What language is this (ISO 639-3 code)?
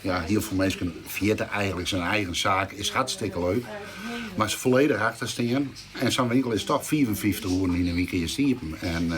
fry